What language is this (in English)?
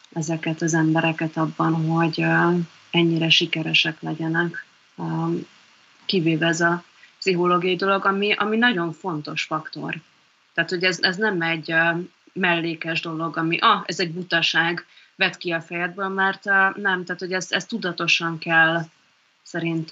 Hungarian